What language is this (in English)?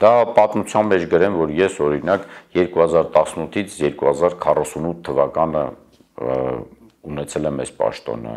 Armenian